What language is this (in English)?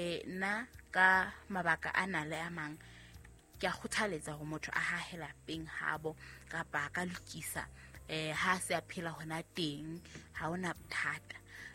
Southern Sotho